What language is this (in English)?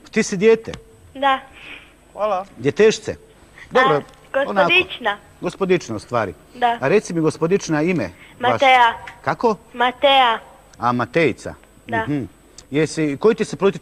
Croatian